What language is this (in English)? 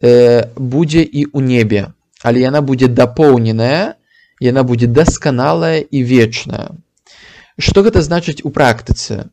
Belarusian